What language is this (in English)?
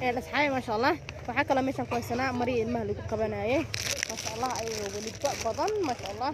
Somali